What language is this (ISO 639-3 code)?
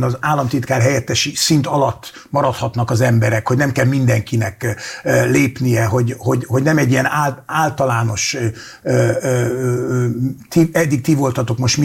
hun